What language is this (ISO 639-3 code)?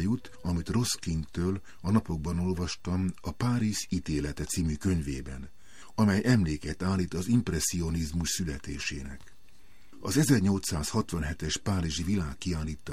hun